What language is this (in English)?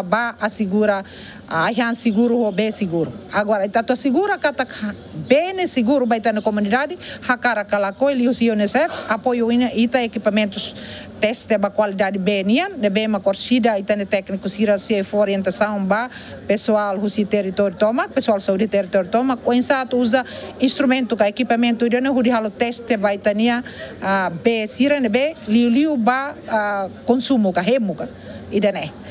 Tetum